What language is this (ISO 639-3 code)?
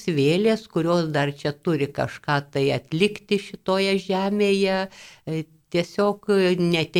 lit